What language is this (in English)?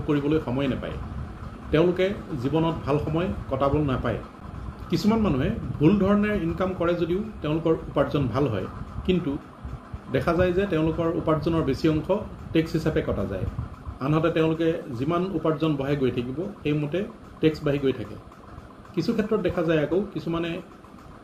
Assamese